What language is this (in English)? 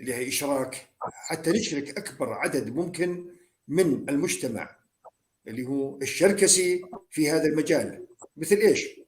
North Levantine Arabic